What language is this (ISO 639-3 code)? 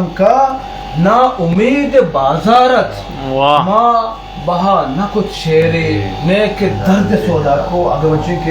bgp